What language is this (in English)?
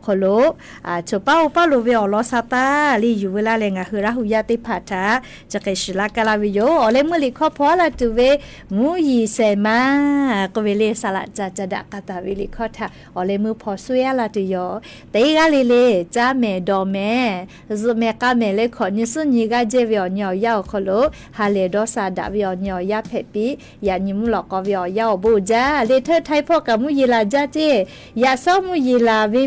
Lahu